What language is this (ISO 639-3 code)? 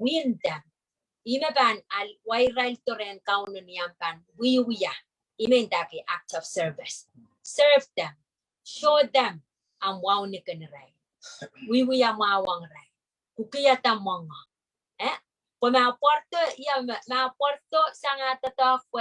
pon